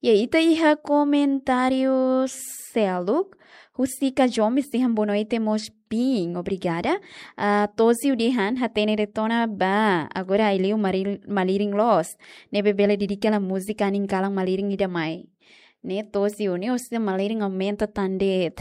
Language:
Tetum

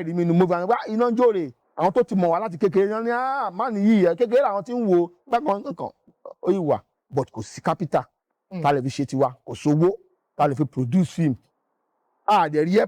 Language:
Yoruba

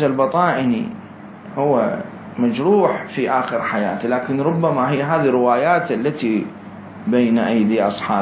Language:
Mesopotamian Arabic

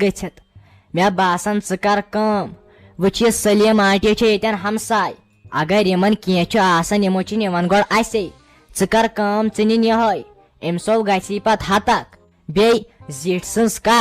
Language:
Kashmiri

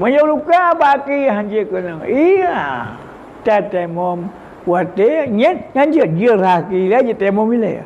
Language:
Achinese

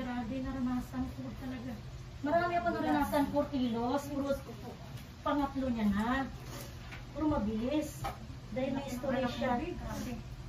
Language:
Filipino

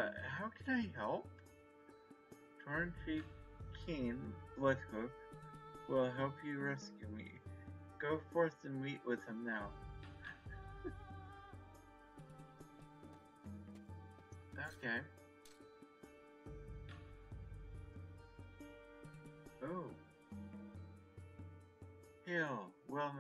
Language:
English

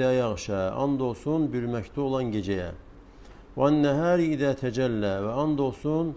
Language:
Azerbaijani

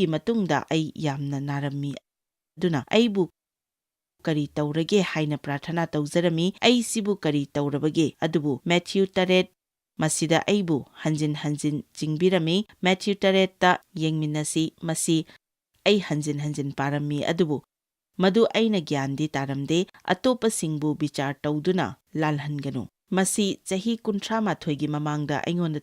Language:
Manipuri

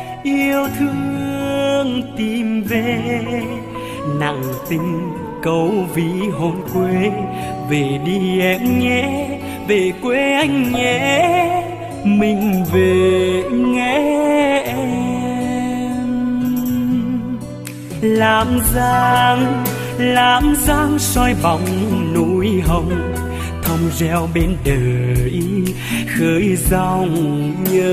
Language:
Vietnamese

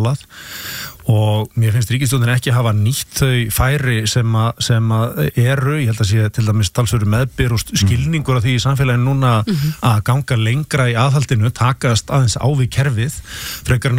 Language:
Icelandic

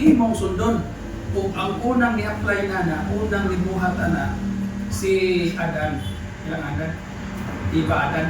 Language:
Cebuano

